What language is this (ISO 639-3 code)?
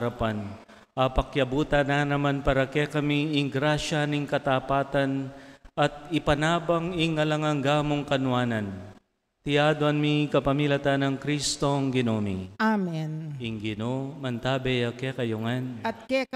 pam